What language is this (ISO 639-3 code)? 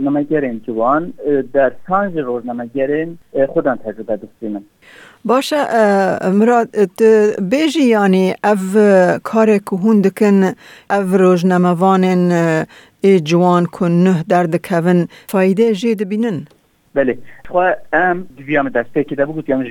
kur